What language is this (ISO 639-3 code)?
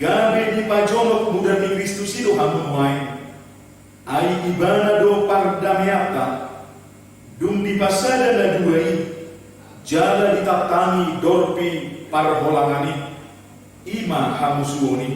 bbc